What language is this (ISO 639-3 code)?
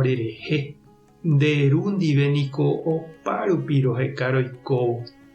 grn